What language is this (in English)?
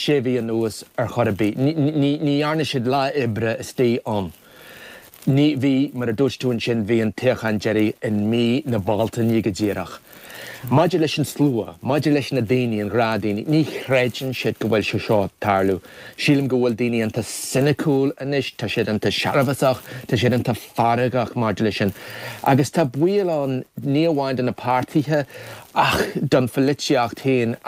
Irish